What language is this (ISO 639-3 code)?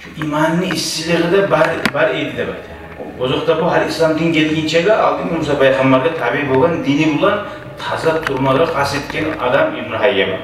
kum